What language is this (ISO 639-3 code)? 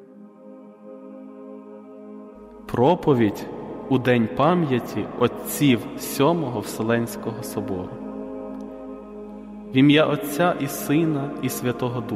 ukr